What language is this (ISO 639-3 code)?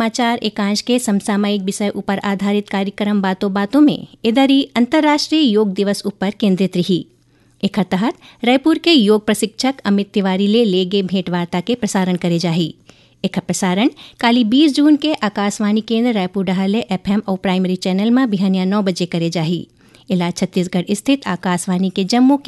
hne